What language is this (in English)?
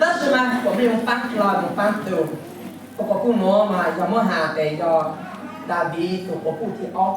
Hmong